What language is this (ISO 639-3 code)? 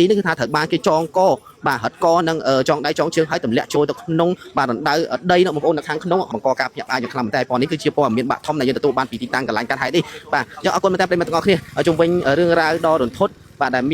khm